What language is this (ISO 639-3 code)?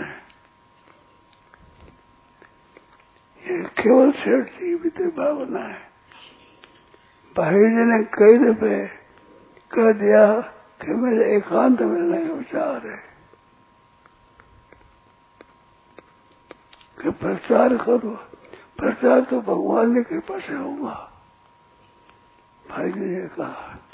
hin